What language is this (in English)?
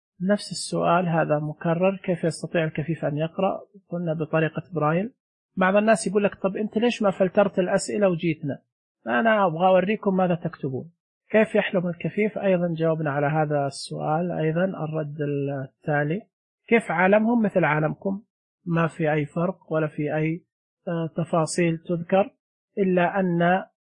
Najdi Arabic